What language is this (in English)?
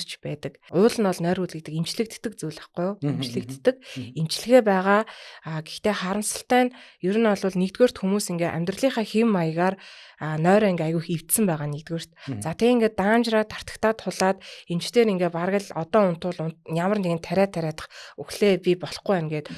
Mongolian